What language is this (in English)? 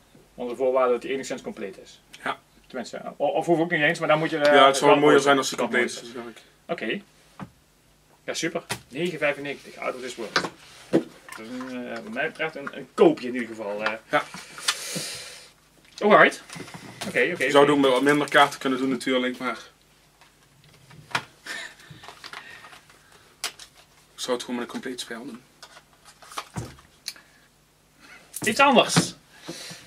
Dutch